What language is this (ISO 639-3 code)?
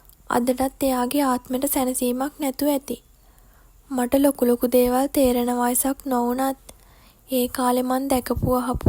sin